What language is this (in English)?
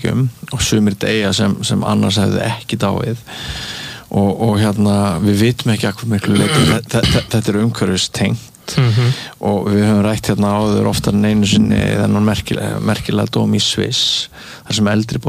Icelandic